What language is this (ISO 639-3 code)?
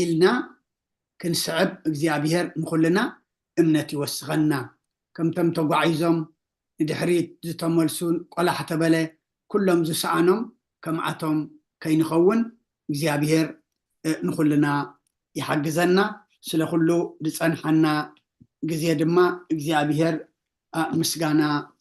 tir